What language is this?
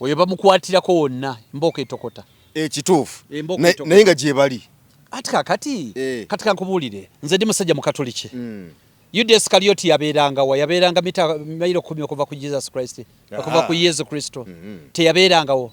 Ganda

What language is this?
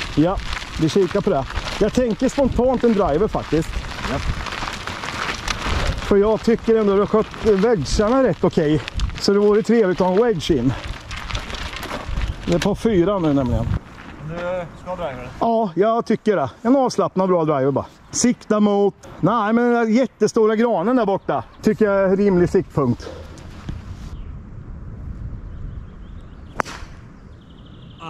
Swedish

